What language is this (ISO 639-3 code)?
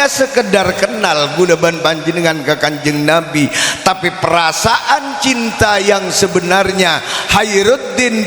mad